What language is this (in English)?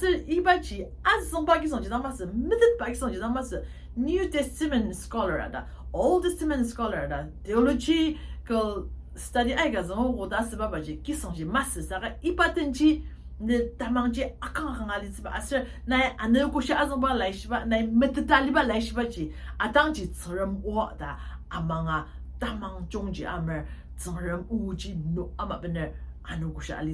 Ao Naga